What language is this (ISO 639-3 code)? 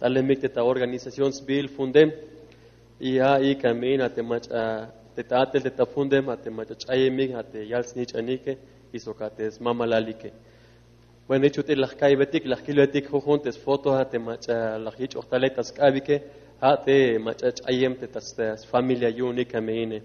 tzh